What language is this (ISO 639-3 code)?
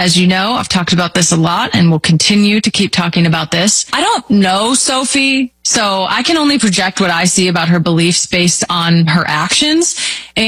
eng